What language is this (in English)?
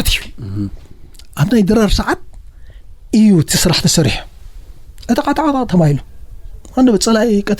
Tigrinya